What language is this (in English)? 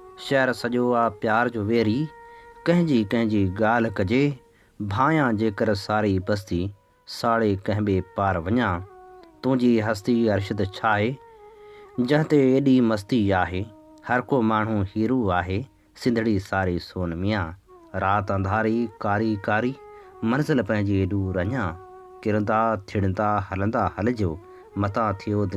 Sindhi